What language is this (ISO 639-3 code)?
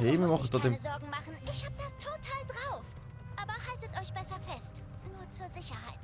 gsw